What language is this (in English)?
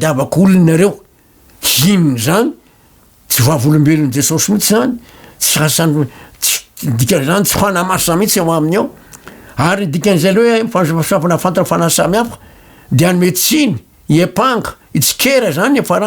Malagasy